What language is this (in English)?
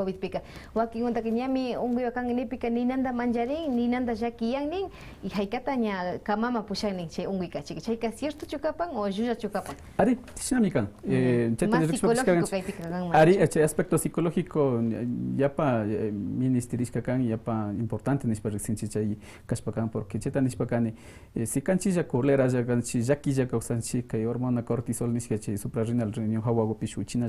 Quechua